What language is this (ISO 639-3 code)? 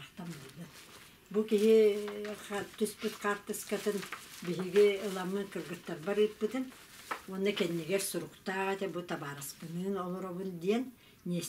sah